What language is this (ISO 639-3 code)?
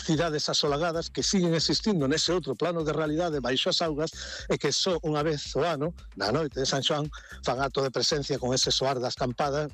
glg